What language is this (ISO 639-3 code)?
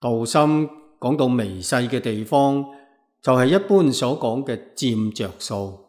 yue